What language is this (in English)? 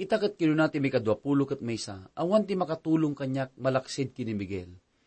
Iloko